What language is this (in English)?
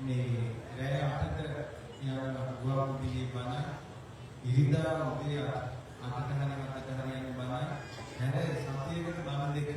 Sinhala